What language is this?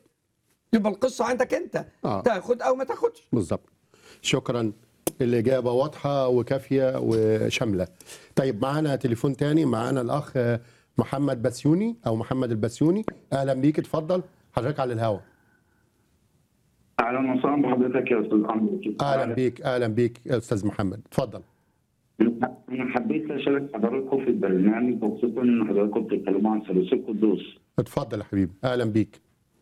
Egyptian Arabic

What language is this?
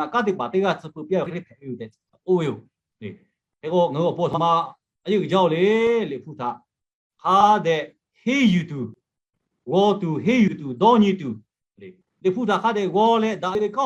Lahu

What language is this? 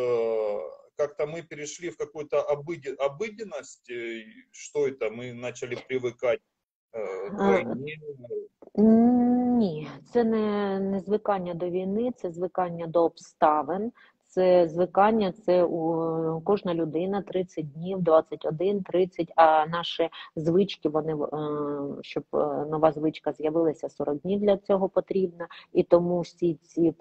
Ukrainian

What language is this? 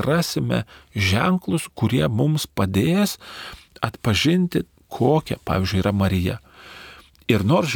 Lithuanian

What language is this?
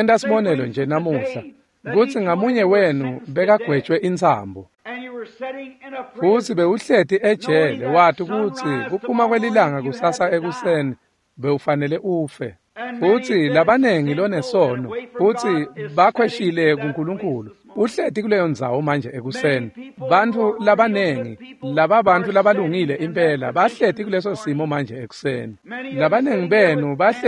Swati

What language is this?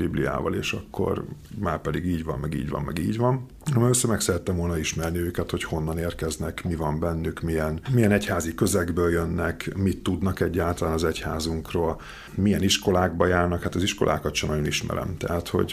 Hungarian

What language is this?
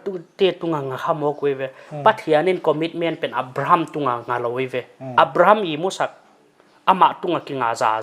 Paite Chin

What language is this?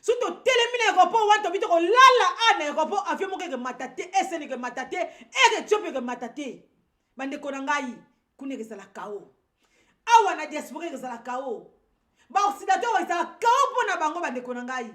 Lingala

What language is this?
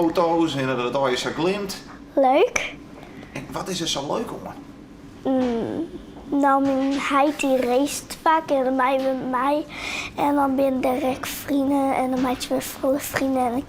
Western Frisian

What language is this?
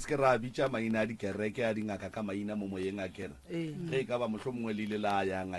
Northern Sotho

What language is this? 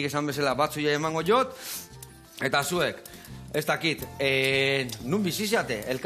Basque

